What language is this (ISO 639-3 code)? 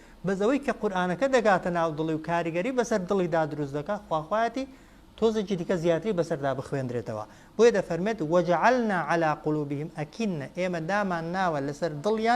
ckb